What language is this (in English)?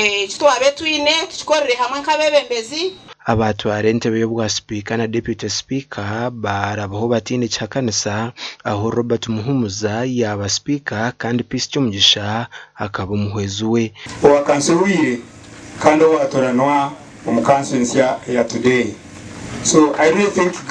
Nyankole